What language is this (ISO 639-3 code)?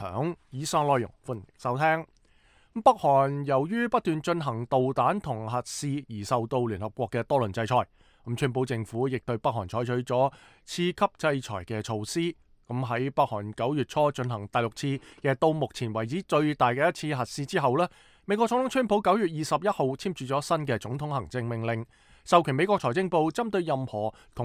yue